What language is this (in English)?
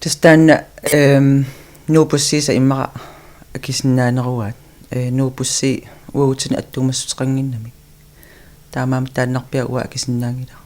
Kalaallisut